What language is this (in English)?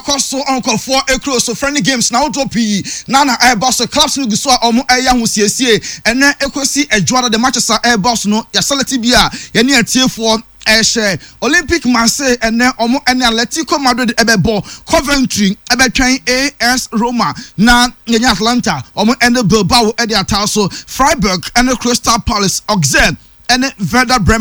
Akan